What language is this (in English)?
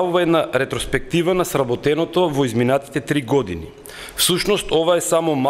Macedonian